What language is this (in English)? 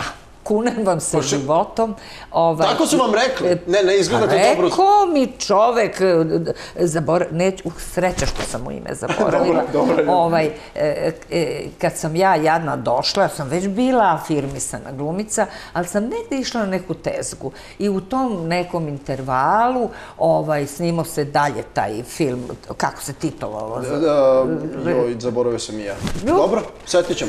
Serbian